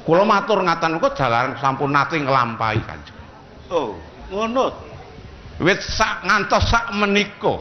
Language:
Javanese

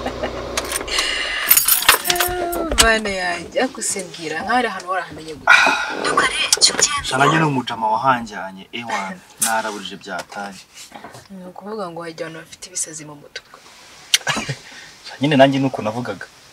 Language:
Kinyarwanda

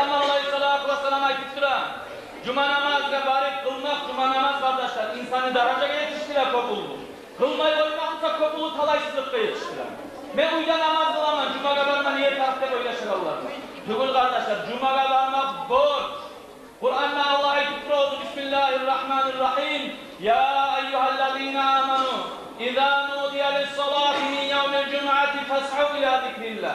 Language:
Kumyk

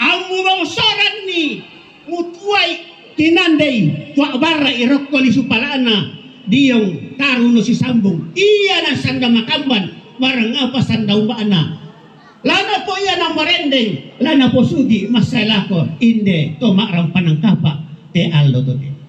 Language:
Toraja-Sa'dan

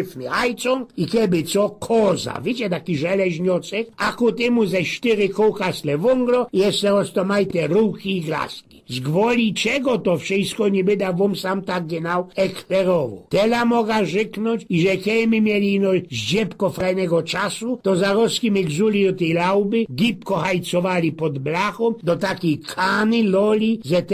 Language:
Silesian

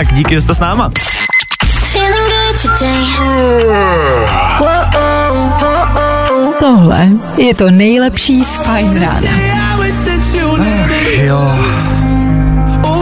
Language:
Czech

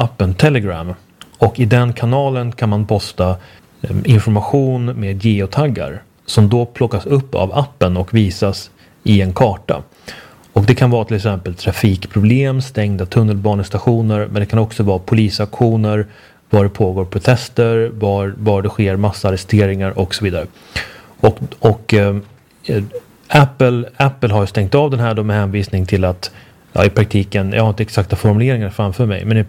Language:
Swedish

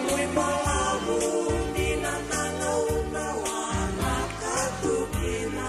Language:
Fijian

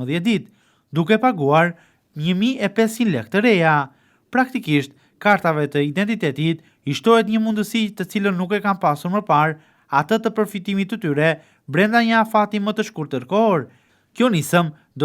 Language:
Albanian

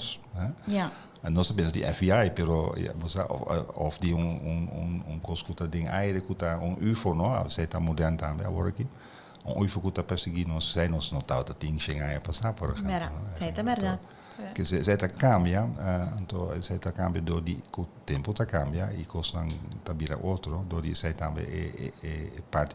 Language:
Papiamento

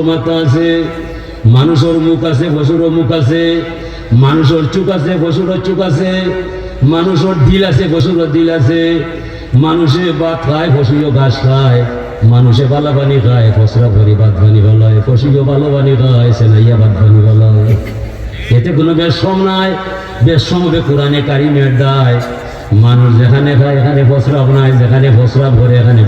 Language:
Sylheti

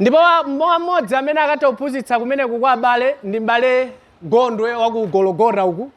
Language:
Nyanja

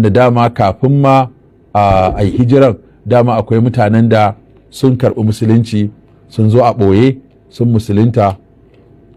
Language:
Hausa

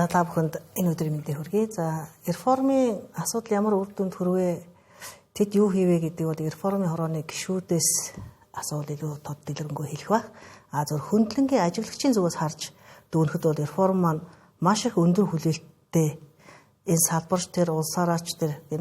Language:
Mongolian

